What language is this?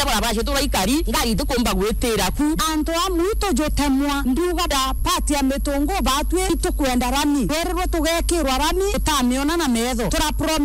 Meru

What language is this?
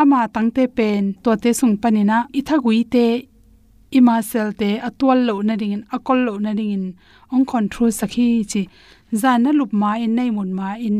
Tedim Chin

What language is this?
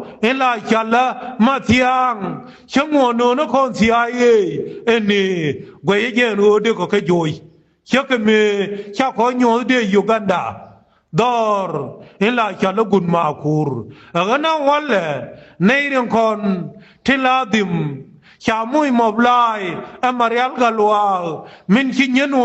Nuer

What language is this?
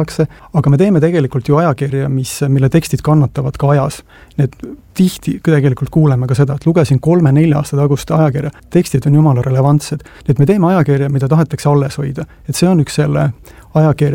Estonian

